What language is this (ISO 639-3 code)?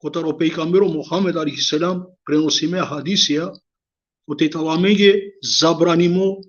rmn